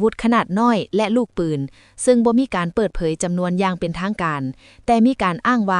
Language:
Lao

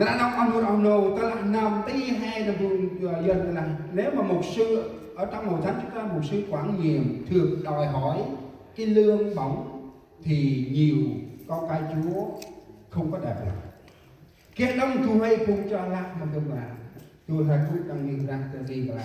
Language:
Central Mnong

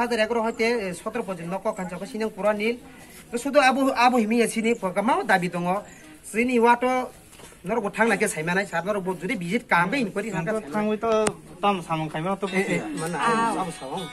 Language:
Kok Borok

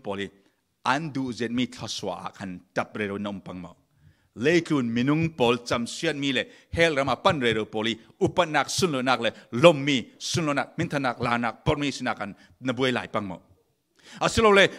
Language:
Falam Chin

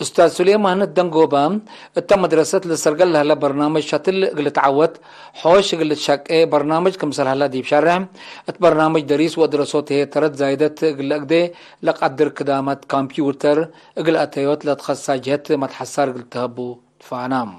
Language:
Tigre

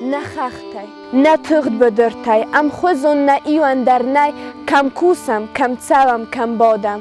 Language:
Ossetic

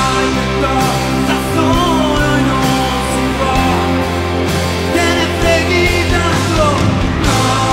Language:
Italian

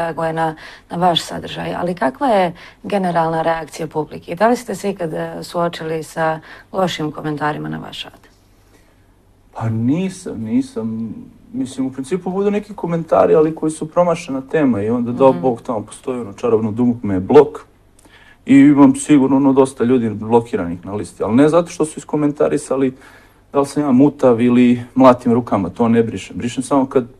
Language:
Serbian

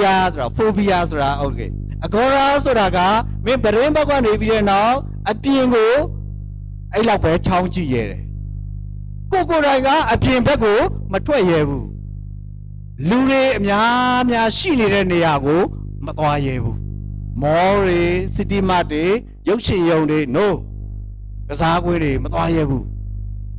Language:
Burmese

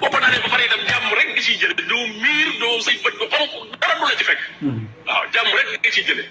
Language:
Wolof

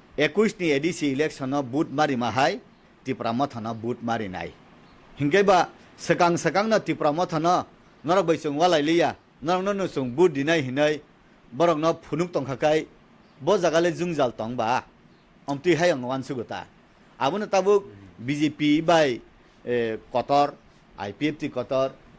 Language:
Kok Borok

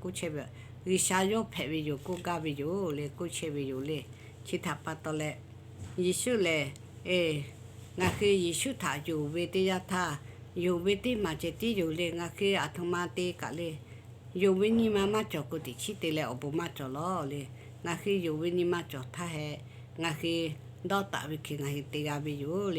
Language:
Lahu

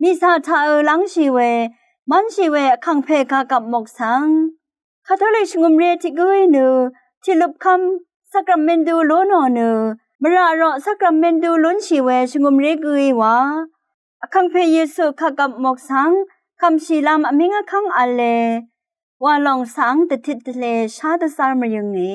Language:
Rawang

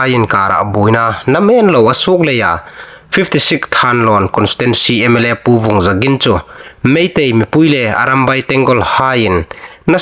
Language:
Hmar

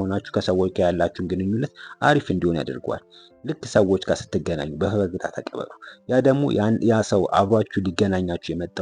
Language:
Amharic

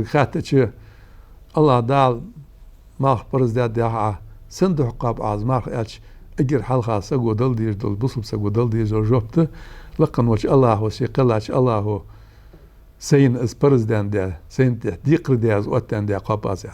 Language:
Ingush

